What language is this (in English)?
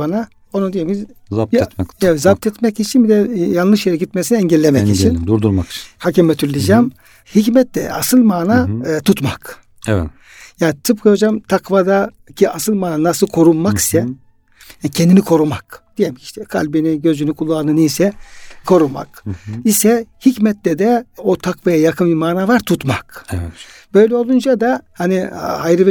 Turkish